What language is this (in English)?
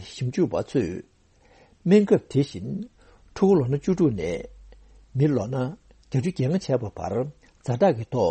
Tibetan